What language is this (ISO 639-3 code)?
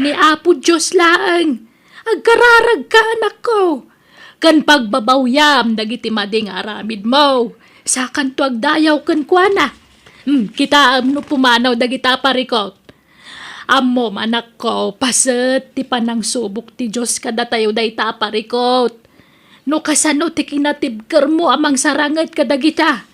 ilo